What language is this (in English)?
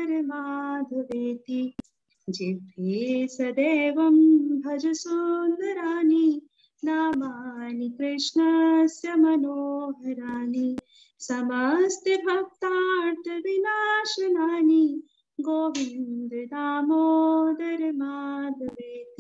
Sanskrit